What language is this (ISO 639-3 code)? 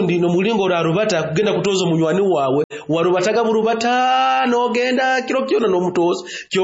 nyo